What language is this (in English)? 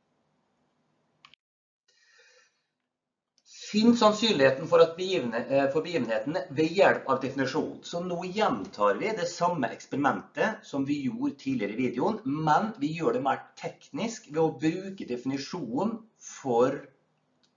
Norwegian